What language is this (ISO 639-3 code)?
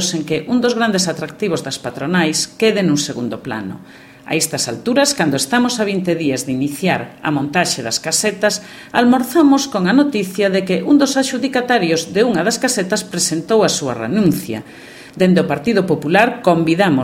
glg